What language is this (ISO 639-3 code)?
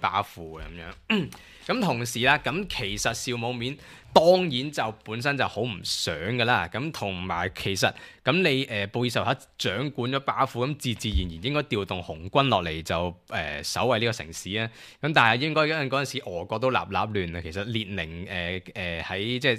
yue